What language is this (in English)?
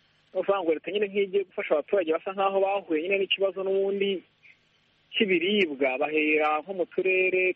Kinyarwanda